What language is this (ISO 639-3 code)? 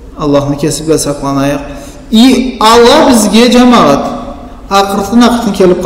krc